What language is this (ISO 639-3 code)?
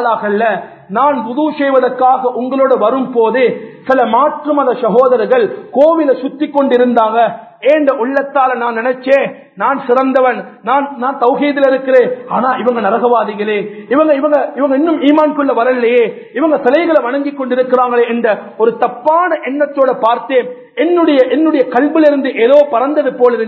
tam